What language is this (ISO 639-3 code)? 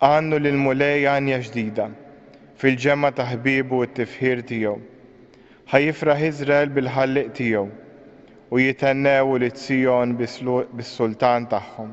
mlt